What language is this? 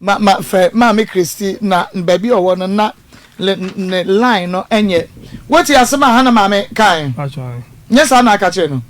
Akan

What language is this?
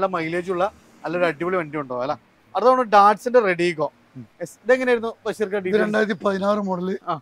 Malayalam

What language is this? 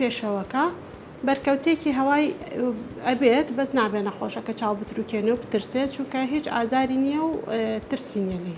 Central Kurdish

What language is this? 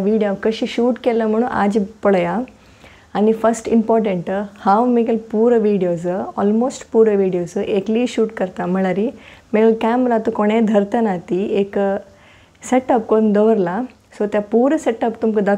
Konkani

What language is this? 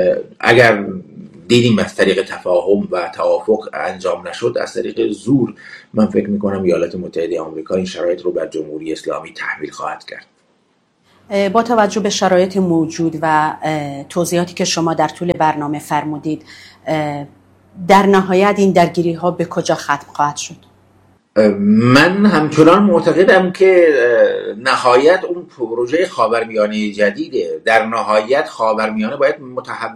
Persian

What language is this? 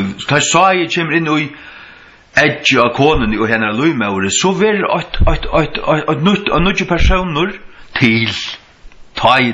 Faroese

